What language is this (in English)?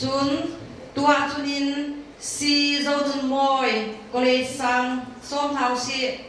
Hakha Chin